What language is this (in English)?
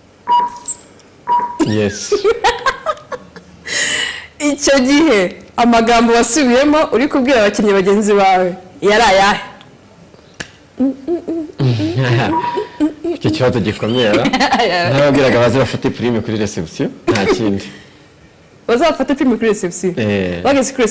Kinyarwanda